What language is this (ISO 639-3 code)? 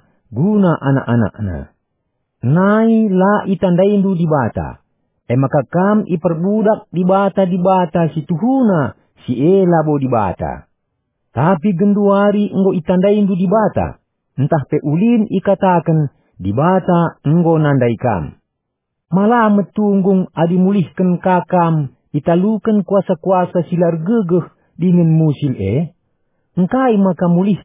btx